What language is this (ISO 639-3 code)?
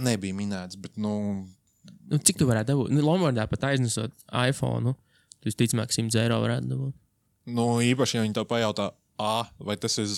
lav